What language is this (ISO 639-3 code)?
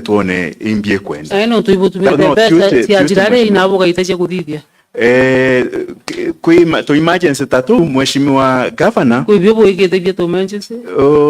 mer